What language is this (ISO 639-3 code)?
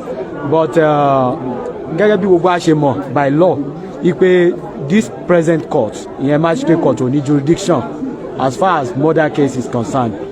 yor